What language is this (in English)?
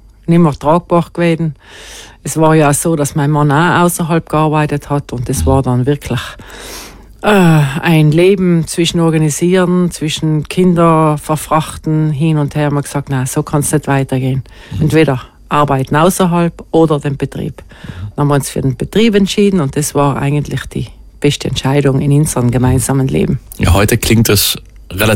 German